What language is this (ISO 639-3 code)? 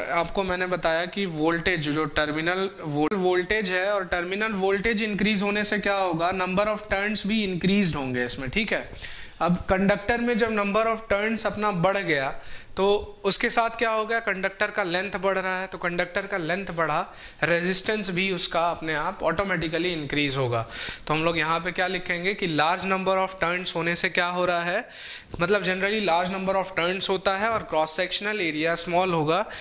hin